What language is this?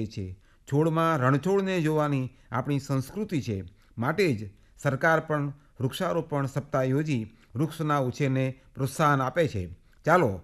Gujarati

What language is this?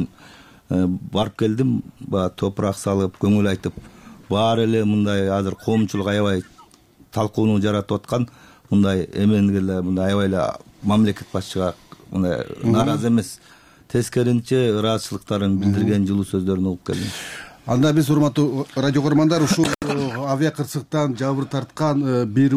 Kyrgyz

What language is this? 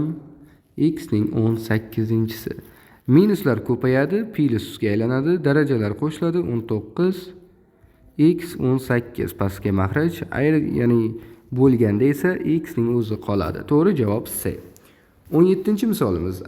Uzbek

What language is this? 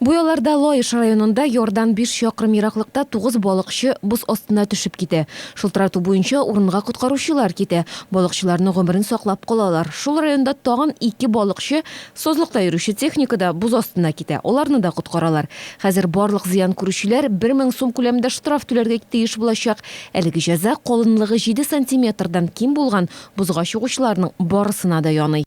Tatar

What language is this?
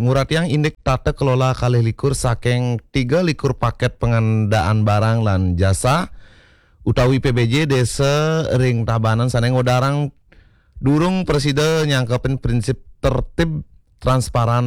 Balinese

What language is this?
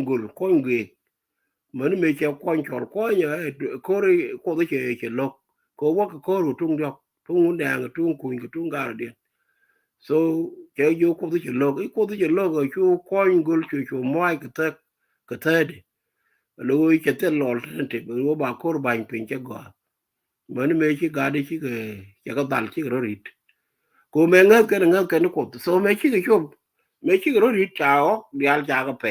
Nuer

